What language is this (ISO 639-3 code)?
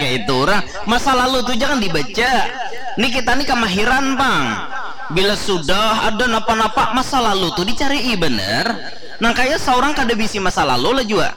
bjn